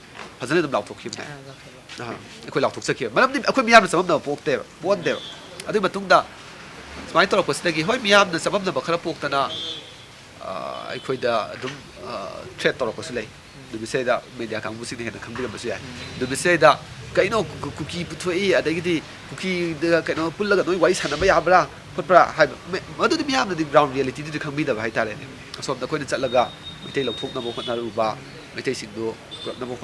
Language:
Manipuri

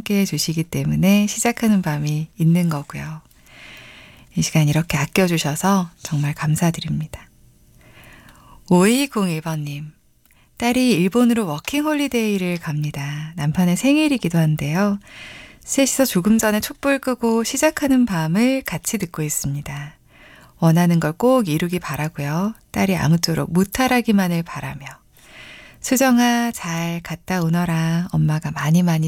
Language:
Korean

